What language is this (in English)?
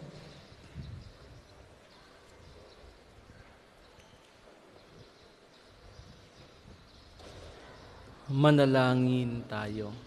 Filipino